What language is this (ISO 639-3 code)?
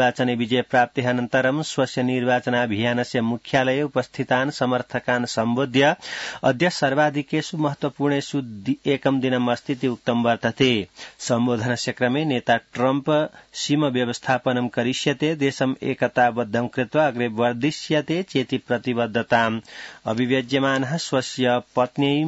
san